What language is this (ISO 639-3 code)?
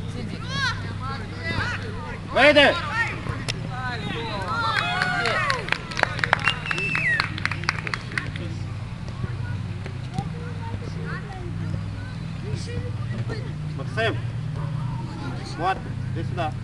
ukr